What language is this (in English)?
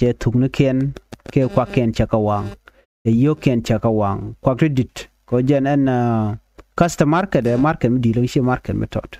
Nuer